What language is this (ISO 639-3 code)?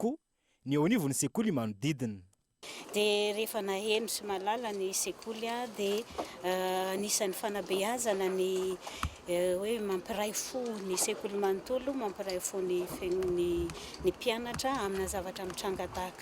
mlg